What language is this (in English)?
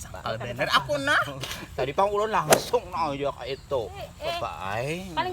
Banjar